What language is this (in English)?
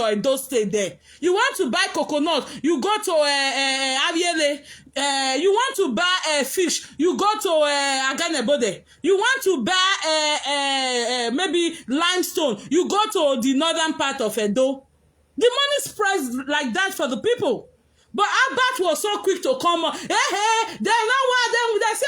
Nigerian Pidgin